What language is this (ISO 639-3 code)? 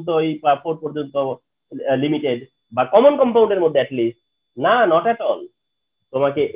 ben